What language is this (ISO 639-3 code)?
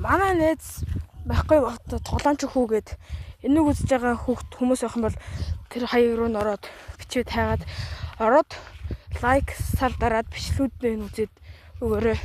mon